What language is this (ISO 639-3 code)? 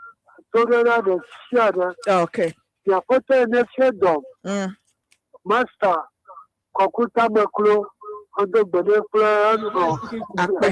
ewe